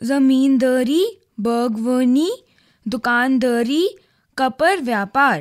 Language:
Kashmiri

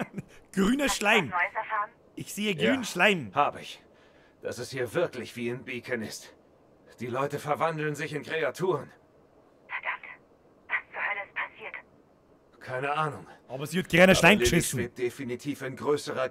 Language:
Bavarian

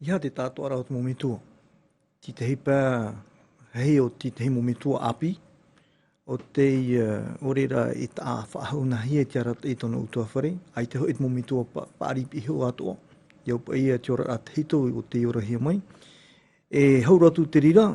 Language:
Tahitian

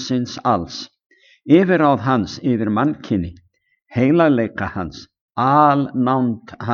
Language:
Icelandic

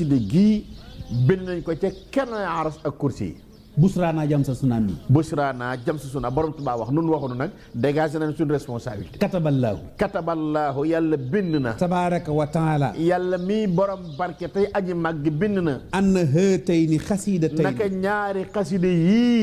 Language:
Wolof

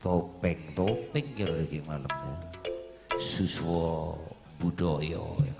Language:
Madurese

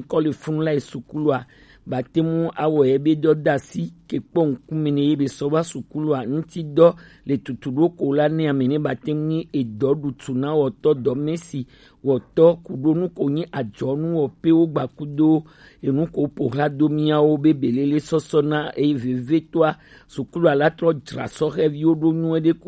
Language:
Gen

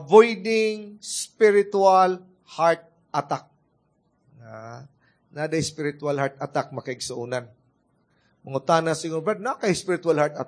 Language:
Cebuano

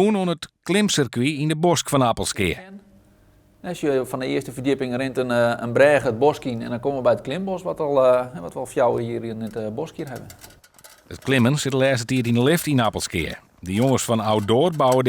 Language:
Western Frisian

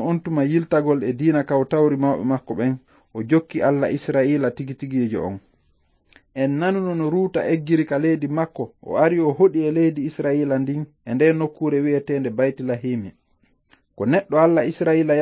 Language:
Fula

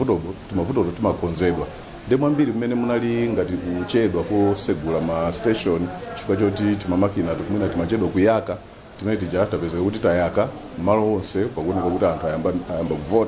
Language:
Nyanja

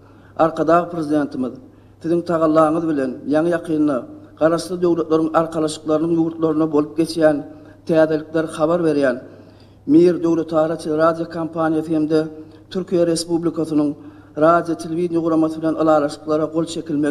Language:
Turkmen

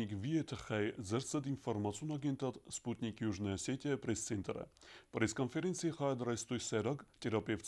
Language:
Ossetic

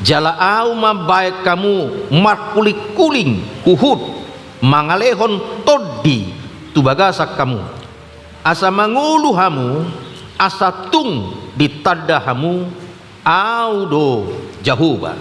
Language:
Batak Toba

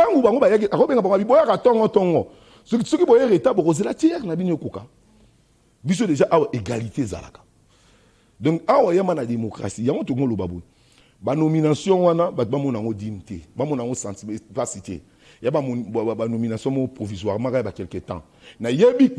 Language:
Lingala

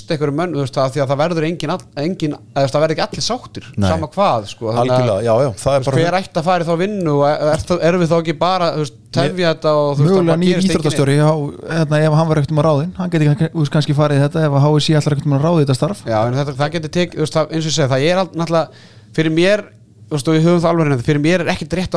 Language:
Icelandic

